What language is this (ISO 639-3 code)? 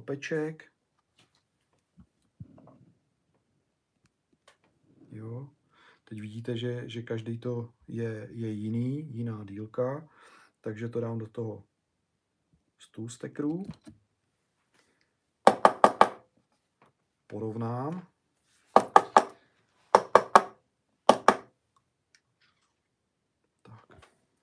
ces